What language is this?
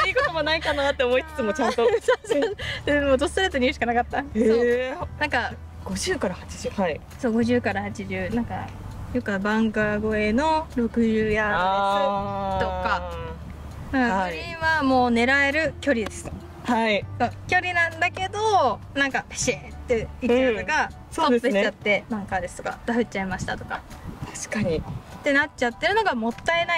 Japanese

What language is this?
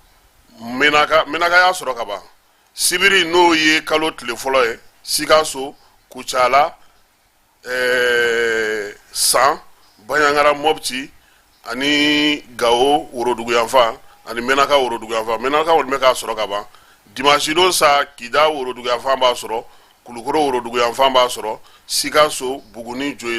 Bambara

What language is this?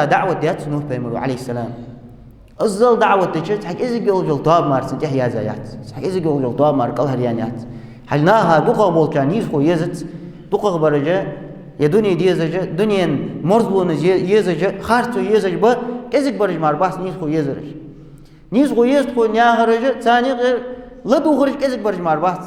Ingush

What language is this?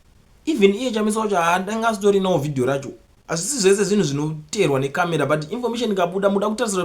Shona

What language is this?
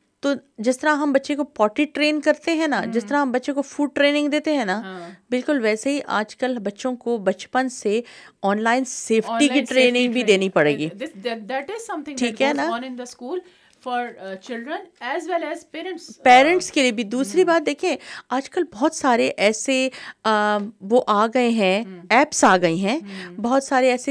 Urdu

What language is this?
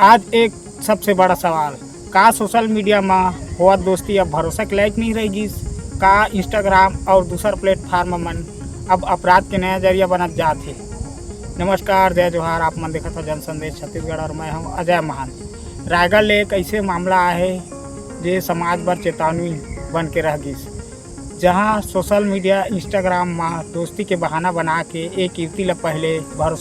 Chhattisgarhi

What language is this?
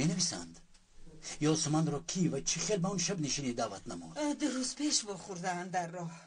Tajik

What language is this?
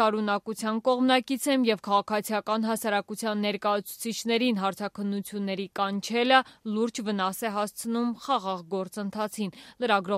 Armenian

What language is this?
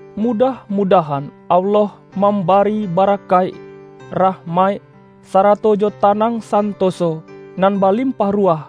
Minangkabau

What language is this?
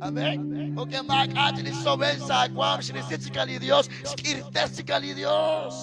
Kekchí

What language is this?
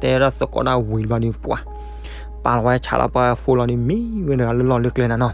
S'gaw Karen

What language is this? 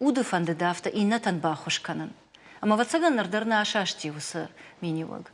Ossetic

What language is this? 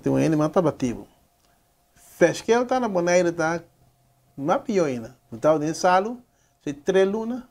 Papiamento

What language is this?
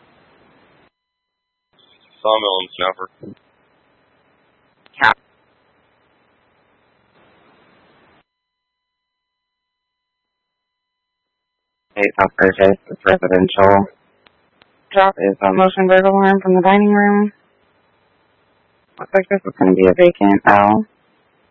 English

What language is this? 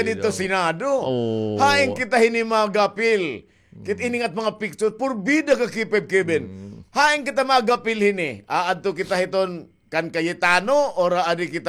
Waray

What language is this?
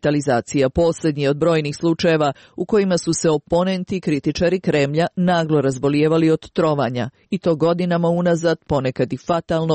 Croatian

